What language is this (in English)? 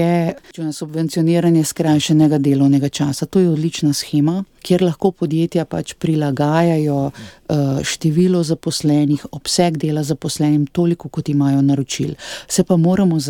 Slovenian